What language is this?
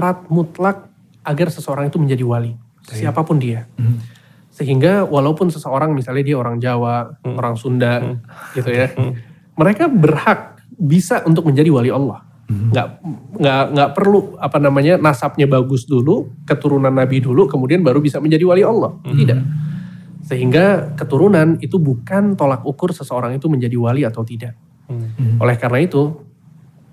Indonesian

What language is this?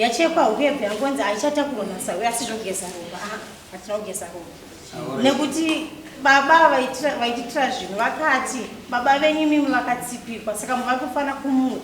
Shona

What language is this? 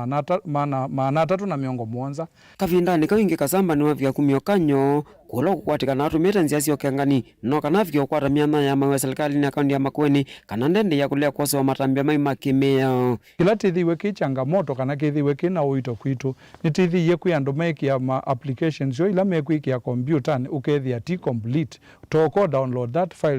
Kamba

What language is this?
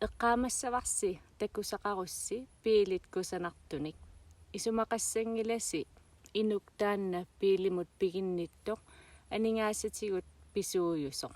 Kalaallisut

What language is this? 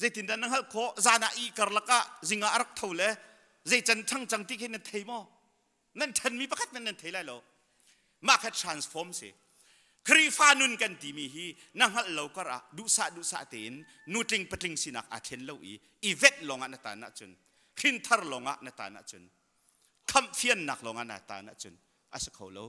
Hakha Chin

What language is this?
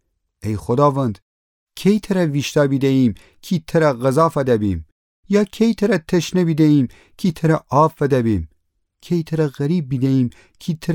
Gilaki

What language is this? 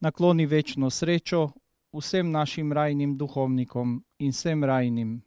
Slovenian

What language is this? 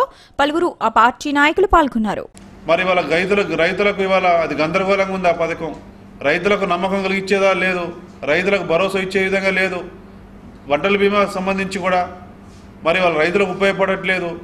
Telugu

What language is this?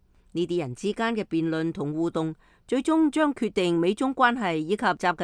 Cantonese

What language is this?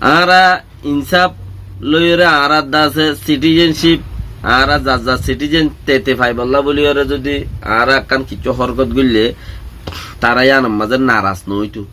Rohingya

